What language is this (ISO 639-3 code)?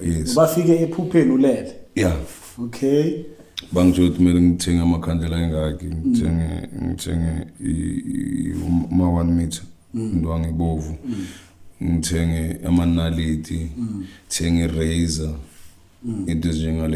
zul